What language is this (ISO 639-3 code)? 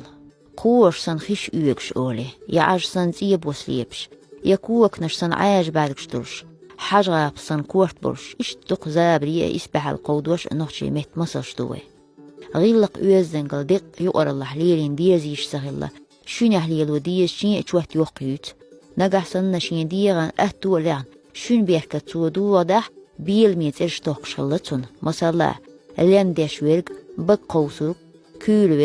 che